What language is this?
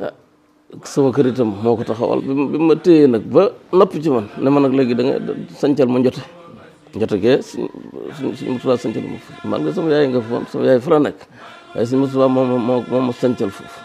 Wolof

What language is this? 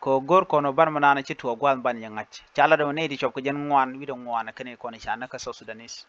Nuer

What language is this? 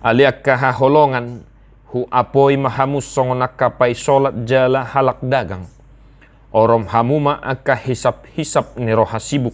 Batak Toba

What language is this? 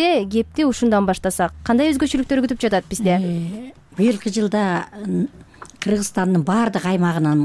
Kyrgyz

